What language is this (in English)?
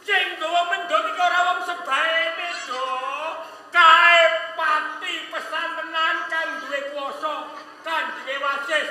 Javanese